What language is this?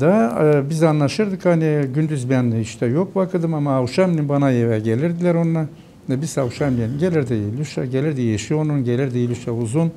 Gagauz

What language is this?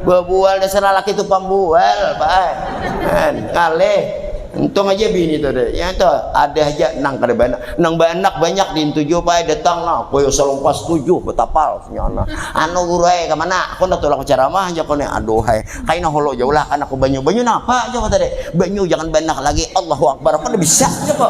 Banjar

